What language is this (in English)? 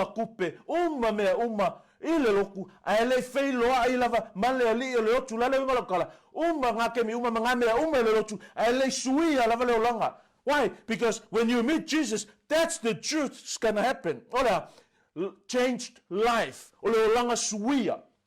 Samoan